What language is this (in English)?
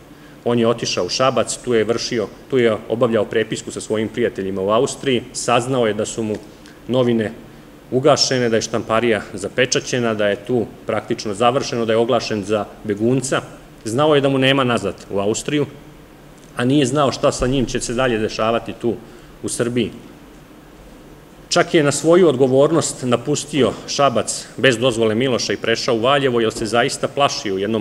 Serbian